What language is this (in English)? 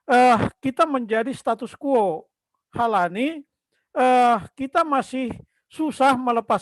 Batak Simalungun